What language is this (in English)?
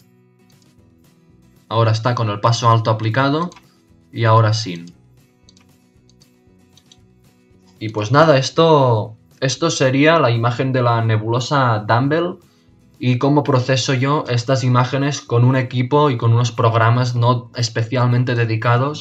Spanish